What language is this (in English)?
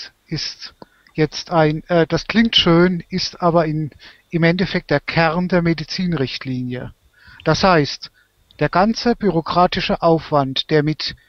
German